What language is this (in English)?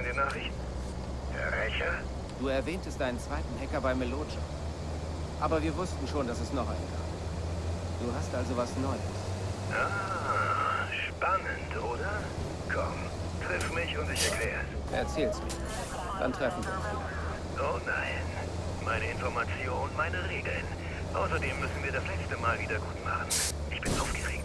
Bavarian